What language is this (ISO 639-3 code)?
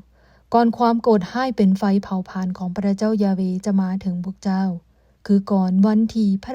lao